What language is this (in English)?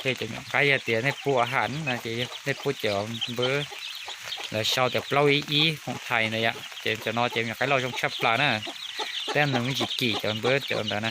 Hmong